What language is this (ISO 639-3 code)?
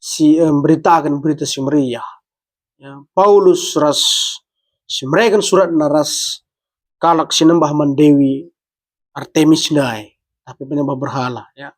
btx